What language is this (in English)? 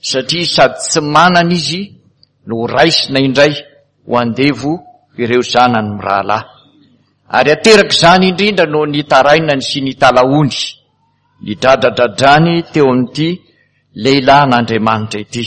Malagasy